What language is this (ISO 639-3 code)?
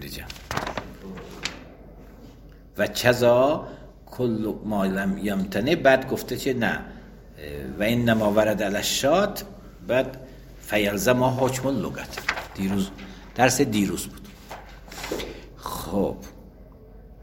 fas